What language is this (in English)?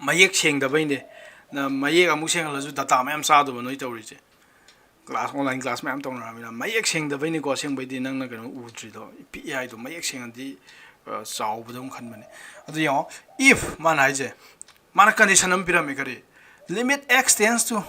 Manipuri